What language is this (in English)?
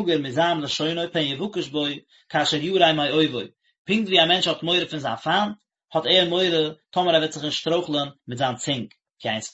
Yiddish